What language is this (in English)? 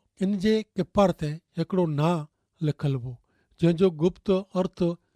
Kachhi